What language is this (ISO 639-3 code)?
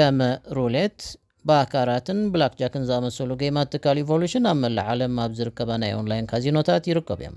tir